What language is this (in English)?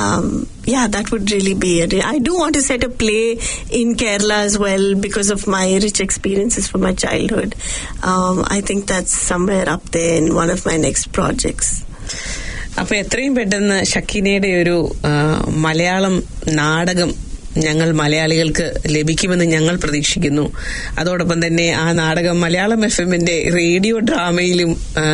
Malayalam